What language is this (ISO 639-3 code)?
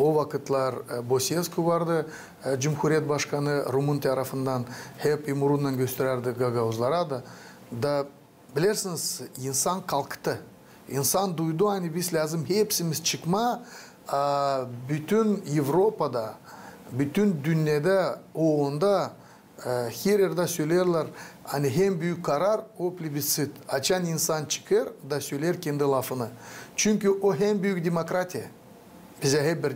gag